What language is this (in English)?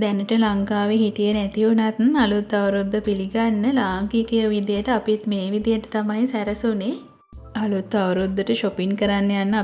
Sinhala